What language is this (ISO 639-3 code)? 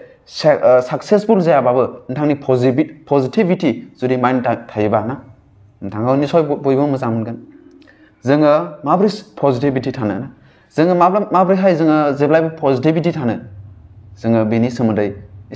brx